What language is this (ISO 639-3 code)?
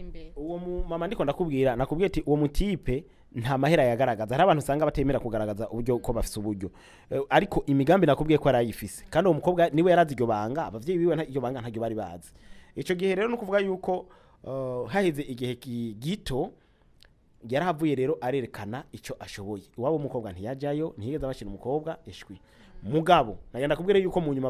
run